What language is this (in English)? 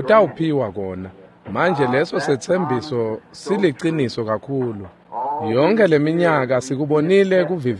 Swati